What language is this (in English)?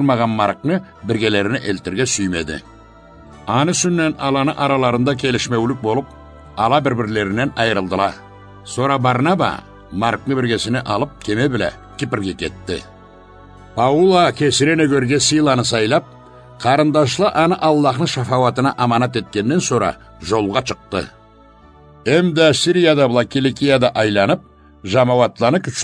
Karachay-Balkar